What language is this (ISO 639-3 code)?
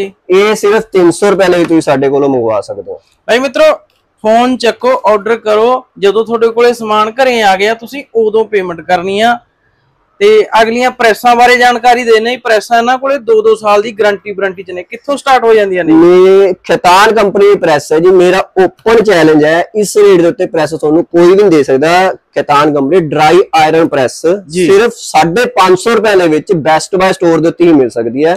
pan